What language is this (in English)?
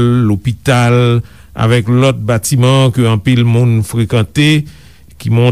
Haitian Creole